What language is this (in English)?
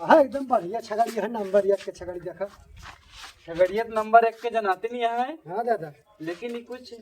Awadhi